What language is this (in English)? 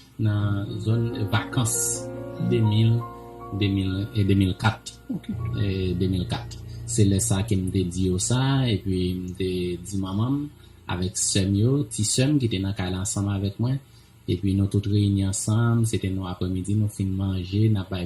Haitian Creole